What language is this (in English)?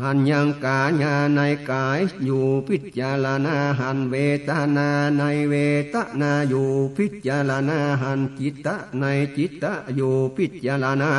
Northern Thai